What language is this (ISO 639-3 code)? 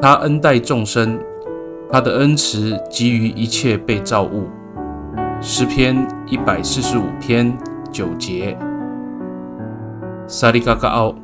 ami